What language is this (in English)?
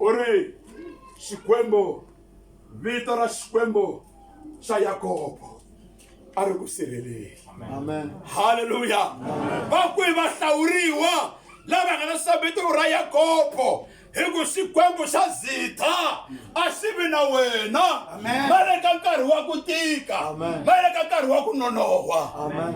Tsonga